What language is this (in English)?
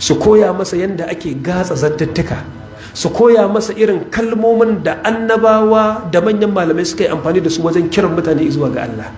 Hausa